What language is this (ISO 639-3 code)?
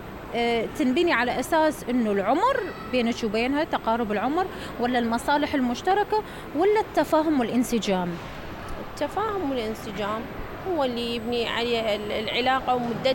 acm